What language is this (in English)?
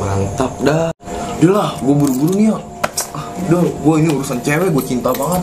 Betawi